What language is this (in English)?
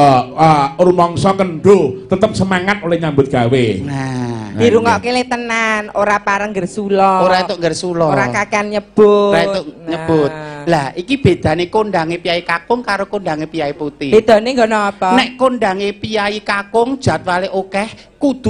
Javanese